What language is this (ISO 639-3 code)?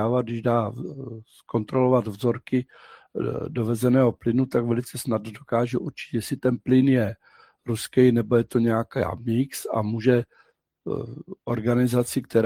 ces